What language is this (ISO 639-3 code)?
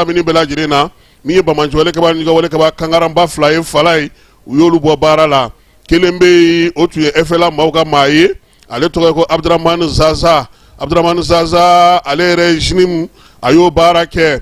bam